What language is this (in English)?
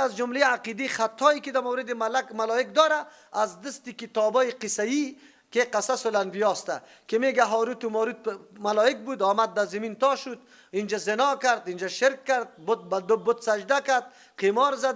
Persian